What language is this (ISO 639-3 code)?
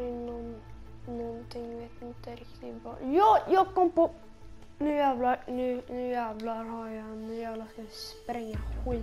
swe